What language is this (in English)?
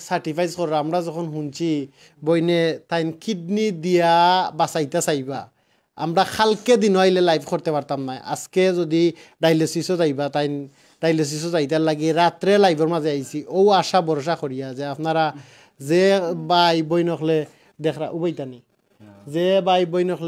Sylheti